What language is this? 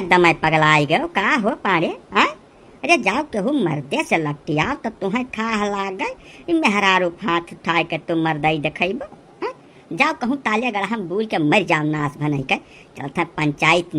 Awadhi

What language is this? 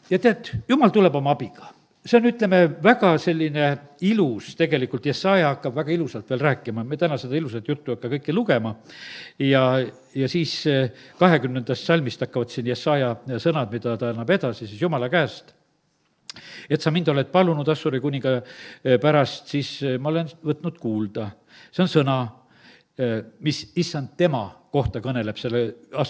Estonian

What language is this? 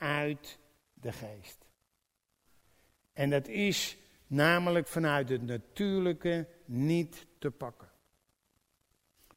Dutch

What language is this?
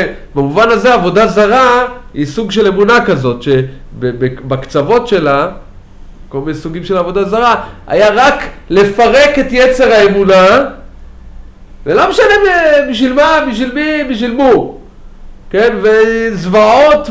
Hebrew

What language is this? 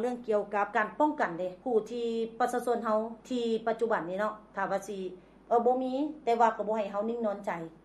Lao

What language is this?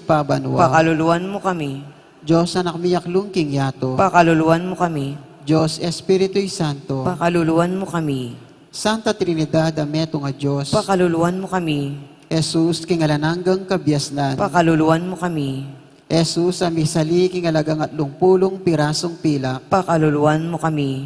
Pampanga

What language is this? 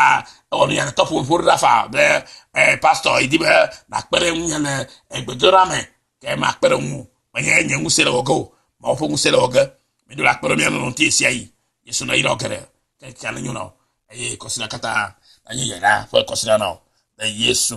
Ewe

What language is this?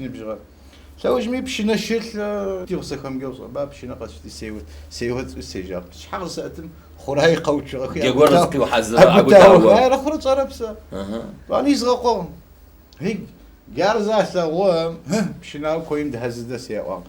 Adyghe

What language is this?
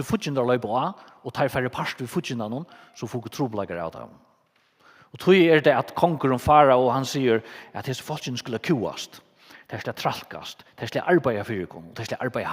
Faroese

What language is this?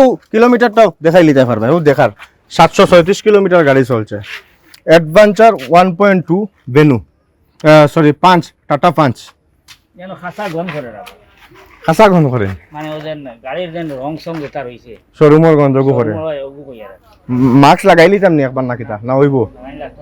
Sylheti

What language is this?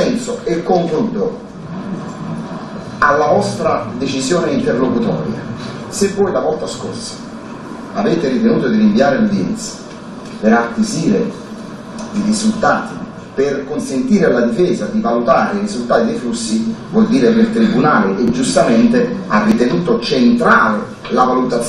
Italian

